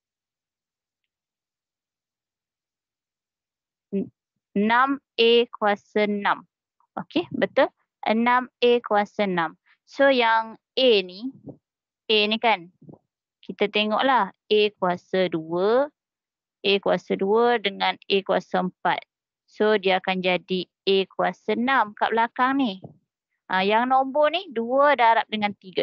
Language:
Malay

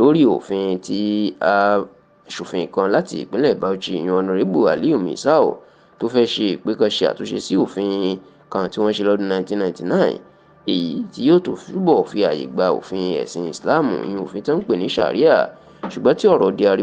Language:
Yoruba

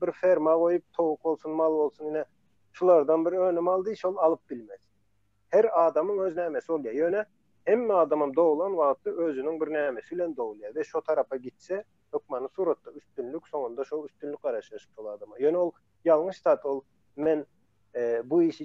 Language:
Turkmen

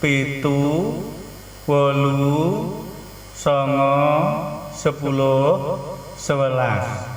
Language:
Javanese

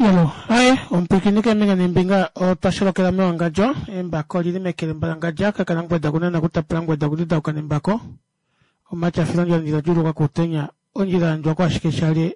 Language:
Kuanyama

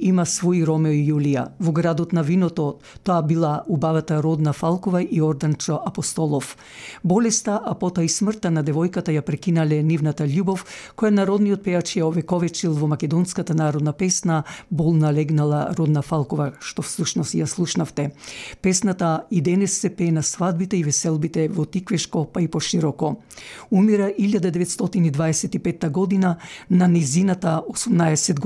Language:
Macedonian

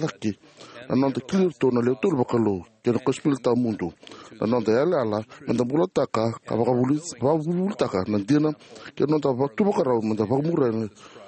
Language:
Fijian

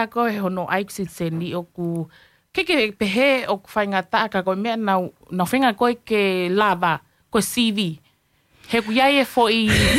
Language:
Tongan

